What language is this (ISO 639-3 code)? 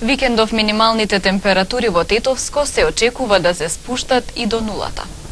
mkd